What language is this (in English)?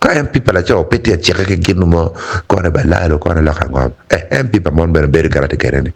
Acoli